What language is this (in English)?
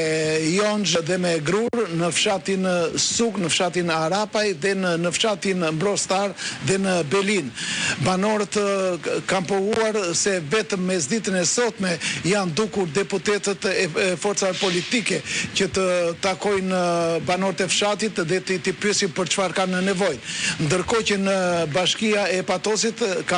Albanian